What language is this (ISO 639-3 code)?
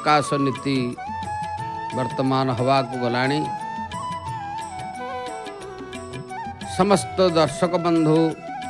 ori